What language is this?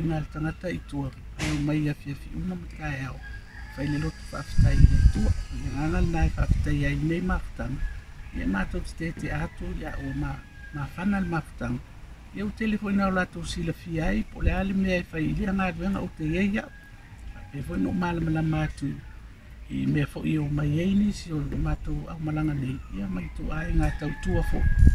Samoan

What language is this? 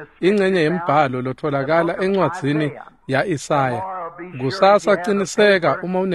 Swati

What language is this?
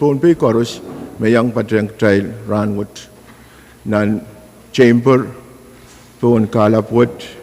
Pohnpeian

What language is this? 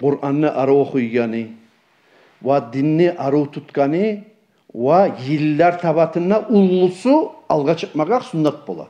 Kumyk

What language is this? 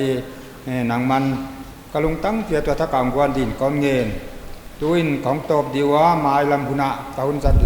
Paite Chin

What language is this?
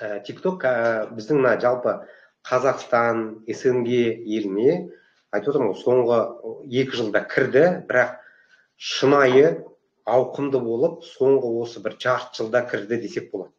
Kazakh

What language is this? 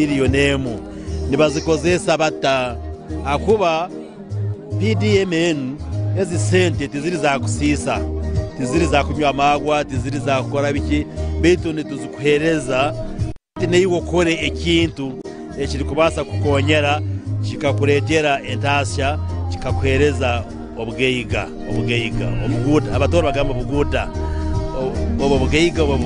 Nyoro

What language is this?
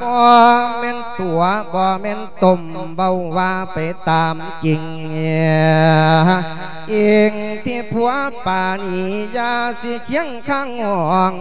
Lao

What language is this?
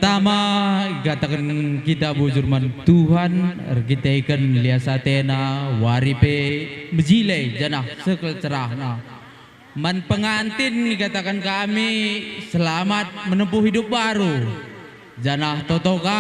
Batak Karo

